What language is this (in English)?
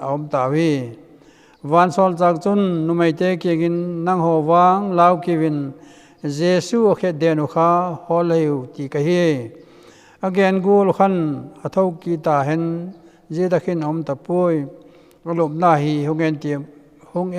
Vaiphei